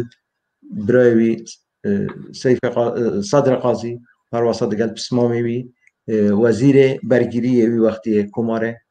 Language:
Kurdish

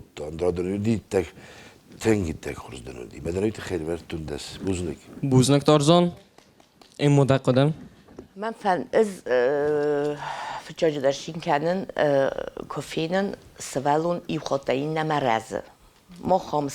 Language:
Ossetic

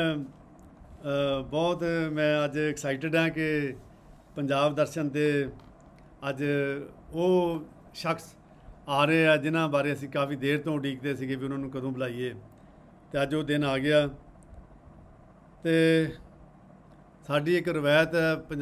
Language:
Punjabi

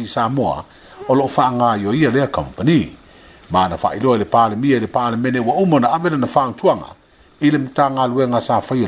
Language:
Samoan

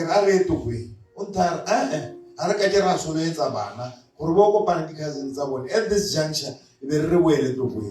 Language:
Tswana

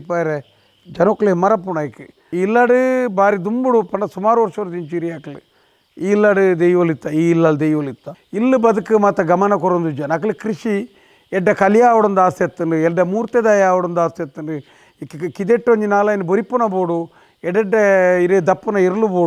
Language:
Tulu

